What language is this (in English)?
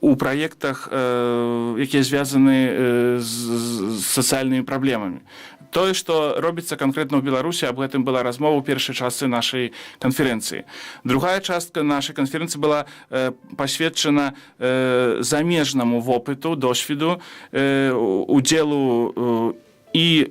Belarusian